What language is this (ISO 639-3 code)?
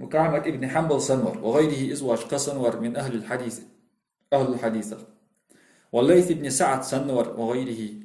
inh